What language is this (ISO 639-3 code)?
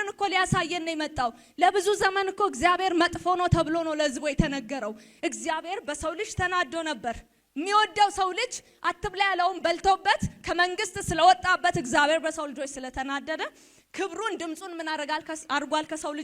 amh